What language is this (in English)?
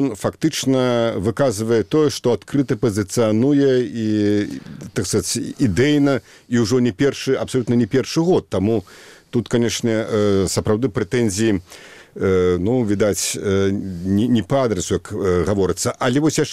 Belarusian